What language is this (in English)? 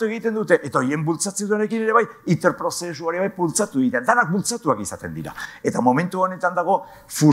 Basque